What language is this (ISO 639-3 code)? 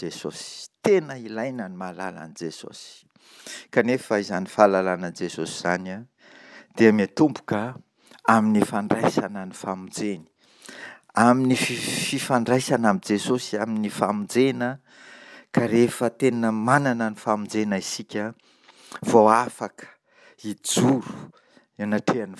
mlg